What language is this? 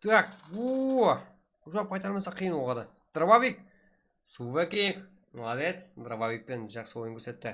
Kara-Kalpak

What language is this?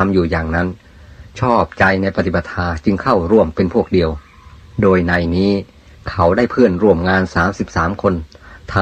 Thai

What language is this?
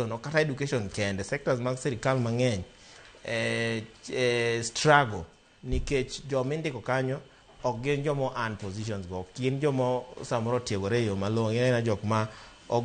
Luo (Kenya and Tanzania)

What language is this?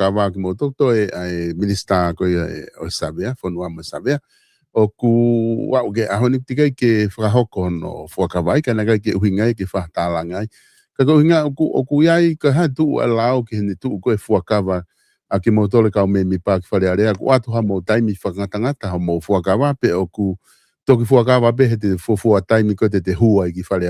Tongan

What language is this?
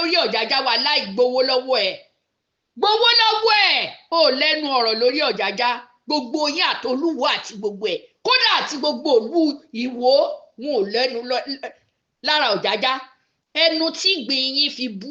Yoruba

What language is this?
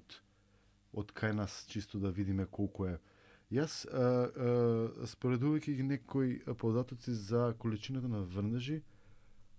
Macedonian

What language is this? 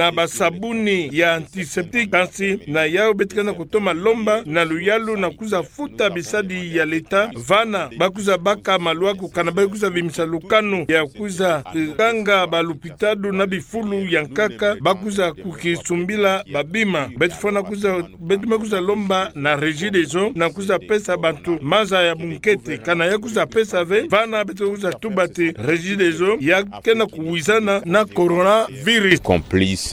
Kituba (Democratic Republic of Congo)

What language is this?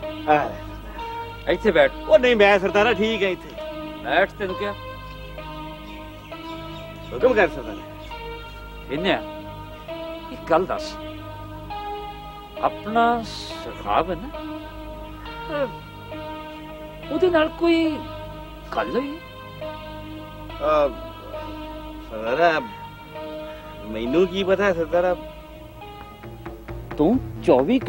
Punjabi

